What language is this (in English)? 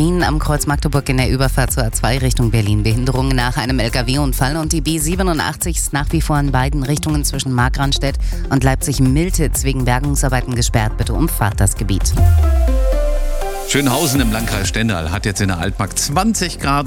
German